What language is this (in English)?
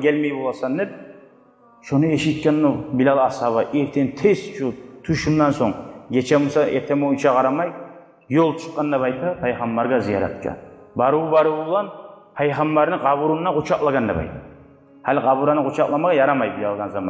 Kumyk